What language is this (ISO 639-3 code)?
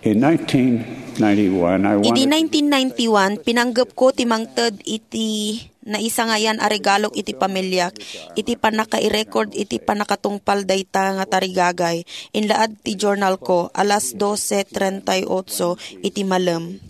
ilo